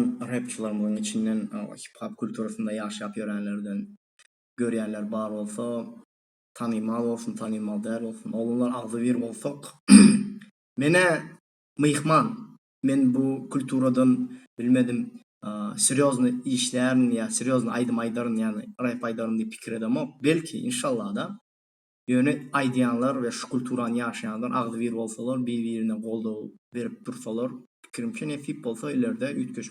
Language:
Turkmen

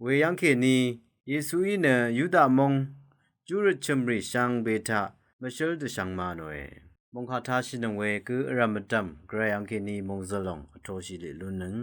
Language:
Rawang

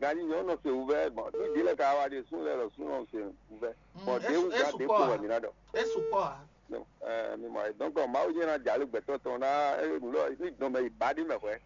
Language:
Fon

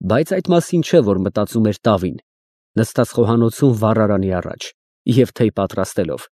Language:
Armenian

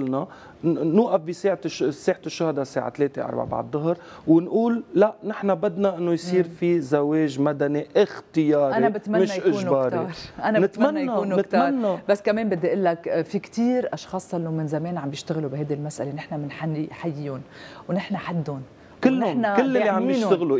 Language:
North Levantine Arabic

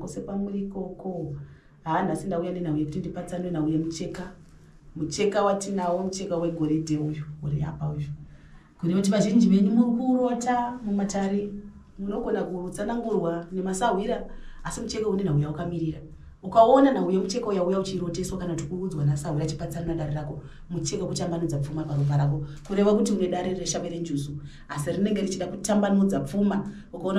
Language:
Shona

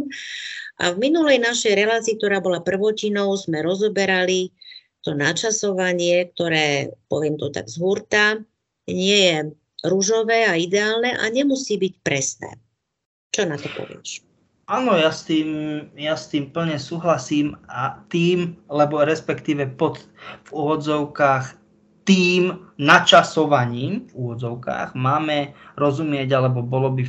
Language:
Slovak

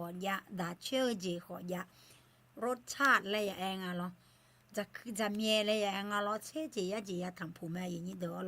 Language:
Akha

